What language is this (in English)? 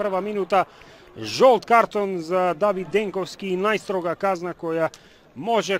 Macedonian